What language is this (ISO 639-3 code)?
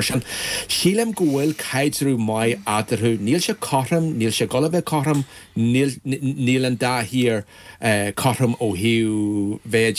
gle